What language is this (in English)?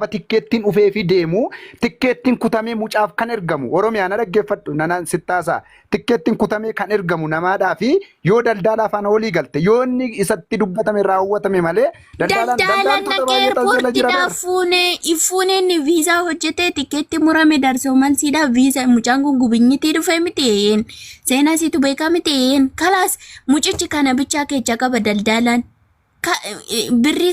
Oromo